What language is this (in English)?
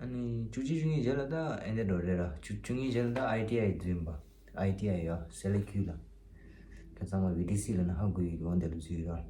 Tibetan